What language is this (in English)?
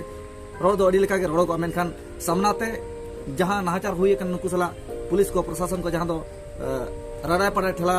Santali